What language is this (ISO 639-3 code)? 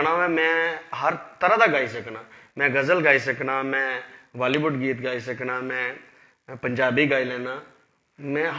doi